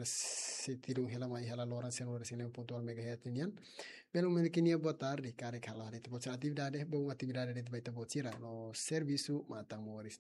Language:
Tetum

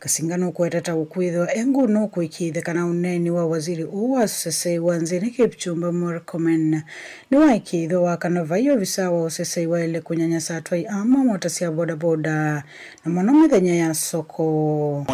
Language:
Kamba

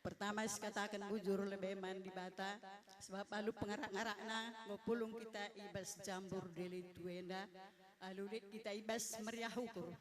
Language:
Batak Karo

